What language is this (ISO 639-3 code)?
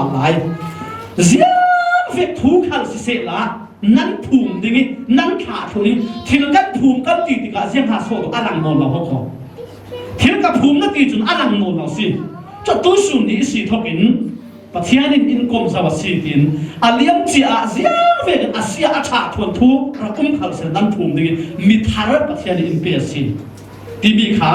cfm